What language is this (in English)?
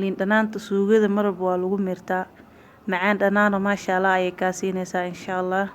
Somali